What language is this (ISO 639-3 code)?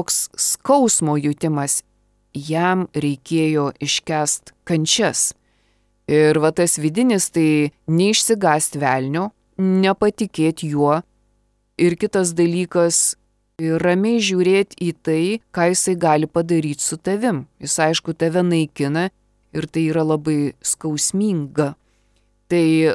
lit